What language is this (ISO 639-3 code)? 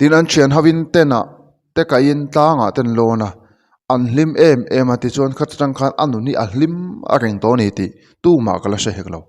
lus